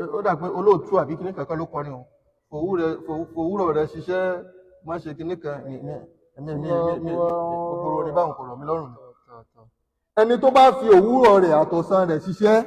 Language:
Yoruba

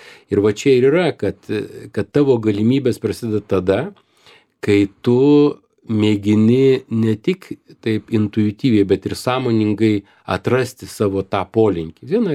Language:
Lithuanian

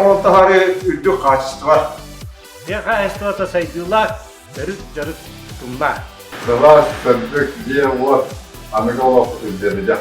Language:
Yakut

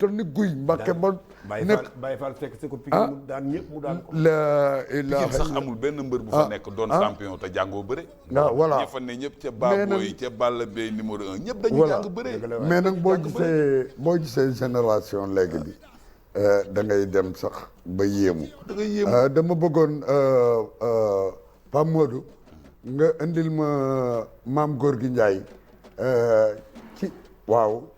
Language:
Wolof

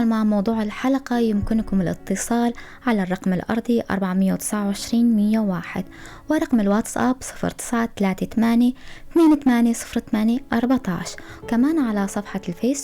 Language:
North Levantine Arabic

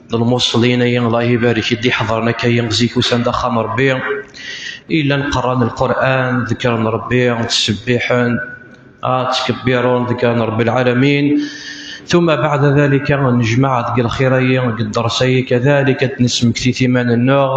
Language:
Kabyle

